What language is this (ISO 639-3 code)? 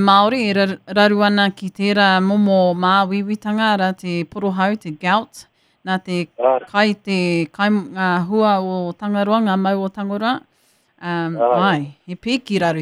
mri